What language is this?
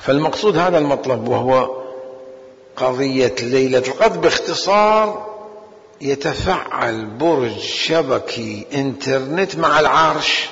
Mesopotamian Arabic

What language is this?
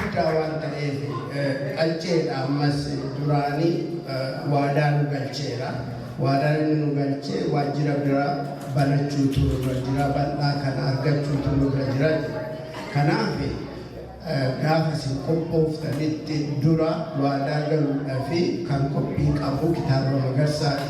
Oromo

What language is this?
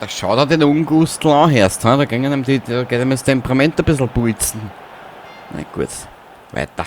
Bavarian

